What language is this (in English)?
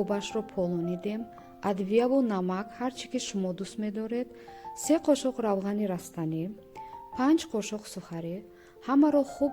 Tajik